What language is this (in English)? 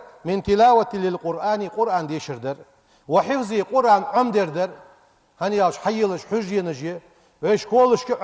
Ingush